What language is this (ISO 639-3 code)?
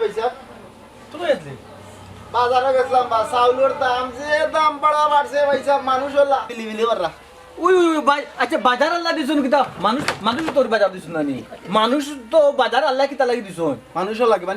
syl